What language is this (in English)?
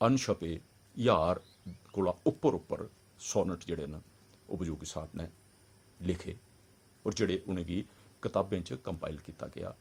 Dogri